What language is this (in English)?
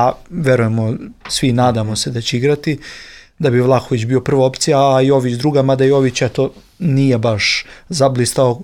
Serbian